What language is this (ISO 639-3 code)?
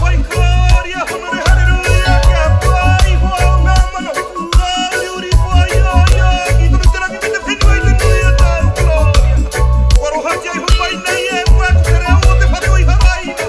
mri